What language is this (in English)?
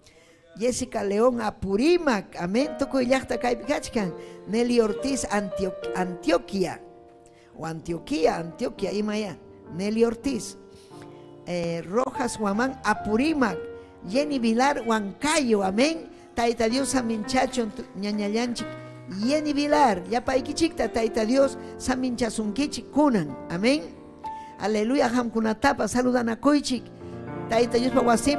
Ayacucho Quechua